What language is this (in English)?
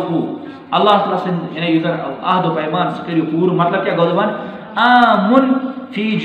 Kashmiri